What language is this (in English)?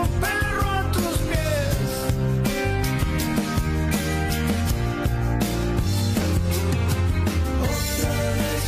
Spanish